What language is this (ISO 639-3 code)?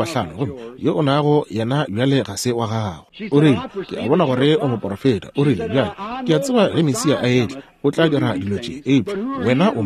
nso